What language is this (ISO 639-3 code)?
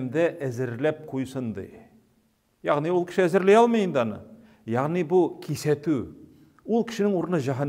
tat